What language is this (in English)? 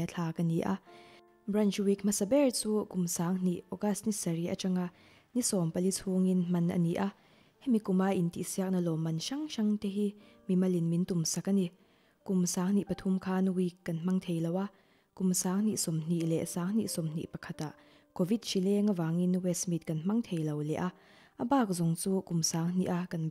Mizo